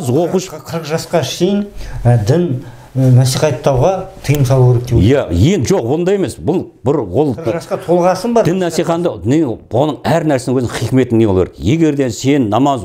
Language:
Kazakh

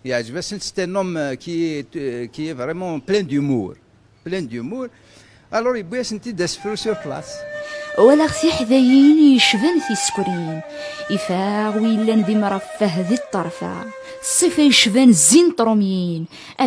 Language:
Kabyle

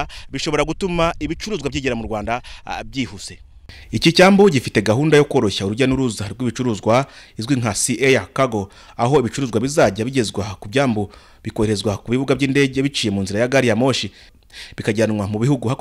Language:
Kinyarwanda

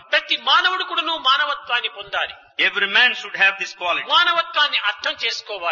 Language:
Telugu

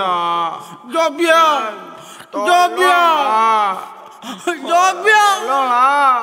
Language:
Minangkabau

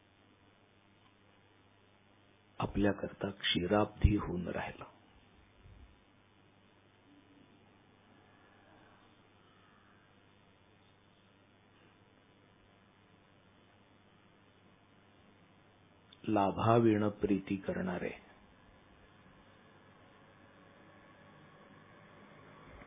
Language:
Marathi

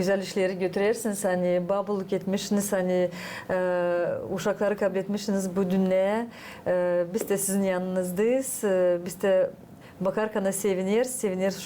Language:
Gagauz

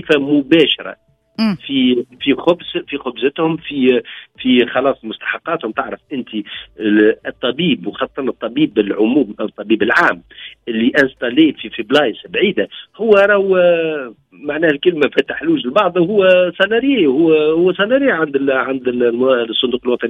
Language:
Tunisian Arabic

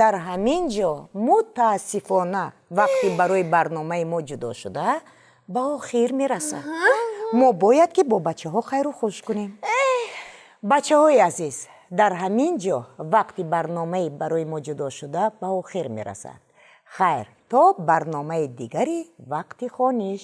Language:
Tajik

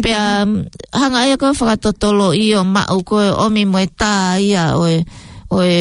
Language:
Tongan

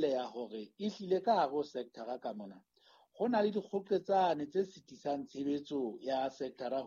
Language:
Southern Sotho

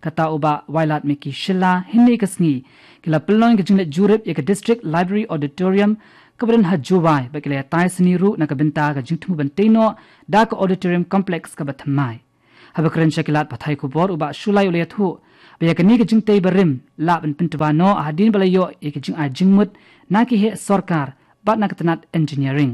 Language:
Khasi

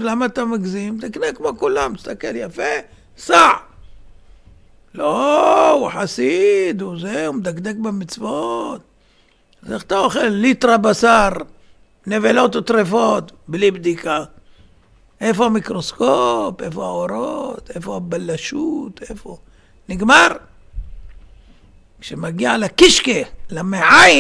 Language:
Hebrew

